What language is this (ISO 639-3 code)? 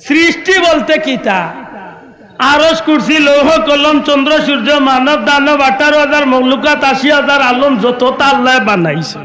syl